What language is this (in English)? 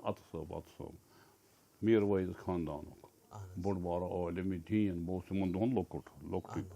Kashmiri